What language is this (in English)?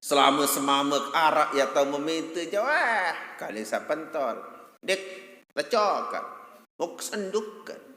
Sasak